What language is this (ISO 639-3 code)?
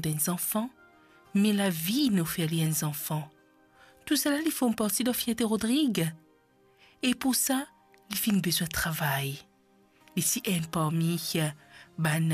mfe